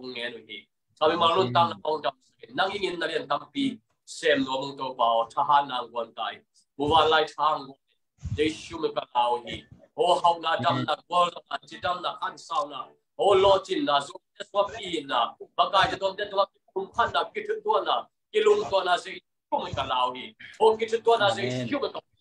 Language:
Tedim Chin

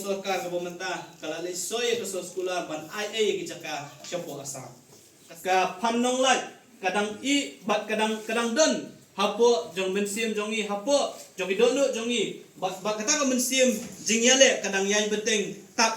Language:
Khasi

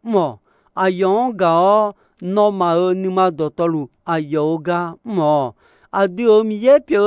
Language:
Akha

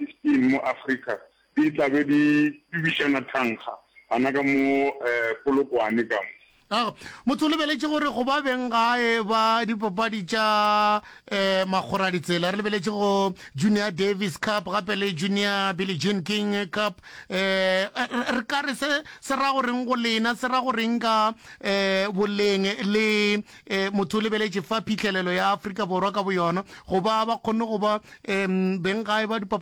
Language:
Northern Sotho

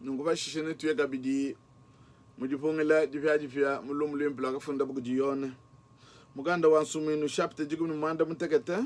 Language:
Luba-Lulua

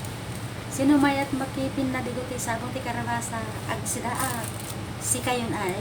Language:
Iloko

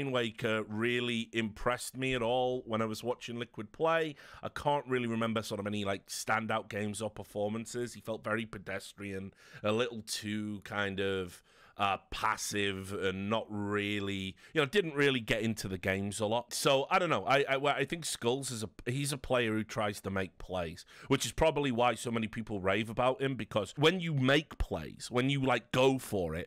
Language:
English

